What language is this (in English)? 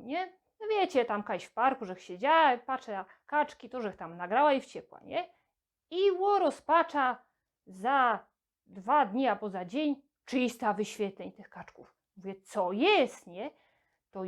Silesian